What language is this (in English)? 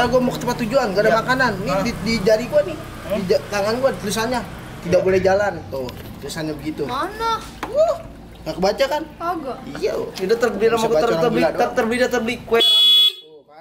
Betawi